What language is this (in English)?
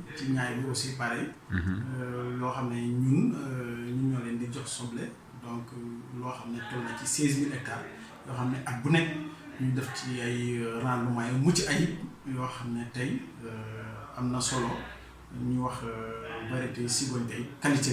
Wolof